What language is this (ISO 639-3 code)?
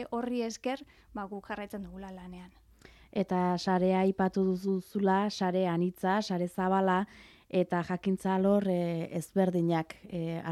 eus